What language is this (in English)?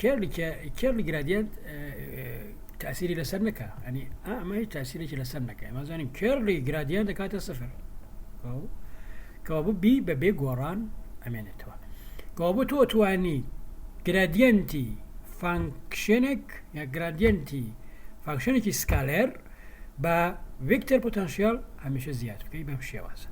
Central Kurdish